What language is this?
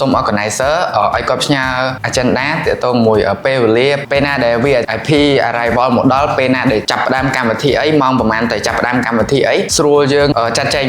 Khmer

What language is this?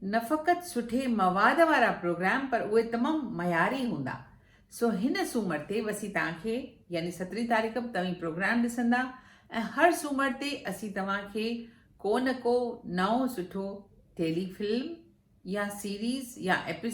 Sindhi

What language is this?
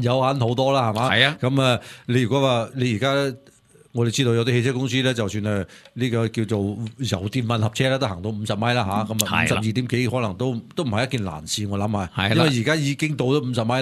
Cantonese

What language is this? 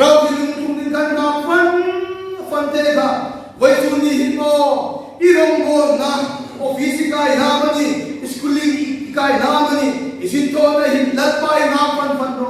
Hmar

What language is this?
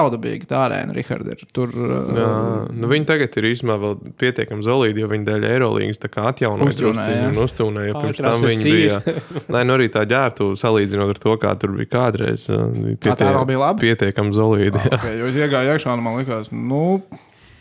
Latvian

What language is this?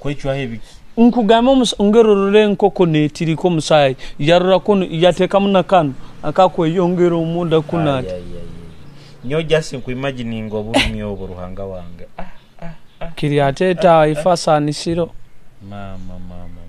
Nyoro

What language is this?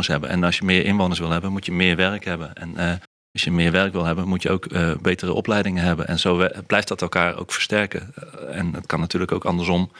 Dutch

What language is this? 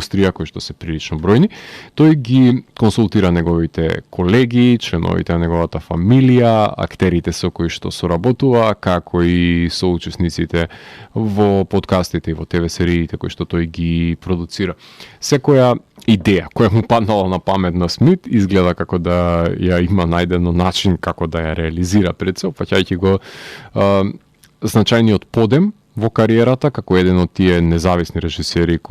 Macedonian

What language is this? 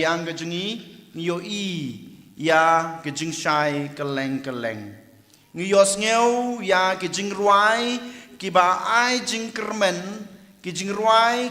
Khasi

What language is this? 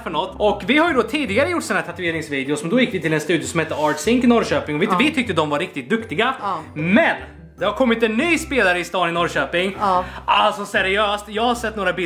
Swedish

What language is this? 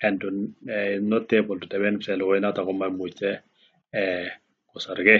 Kalenjin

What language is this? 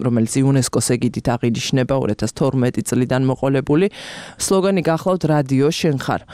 Georgian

